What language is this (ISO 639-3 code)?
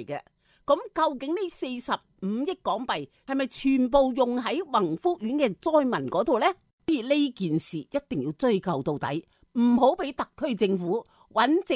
yue